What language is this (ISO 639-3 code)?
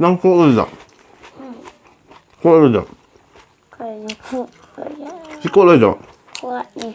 mni